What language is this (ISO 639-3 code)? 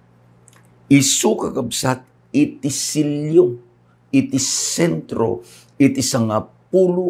ilo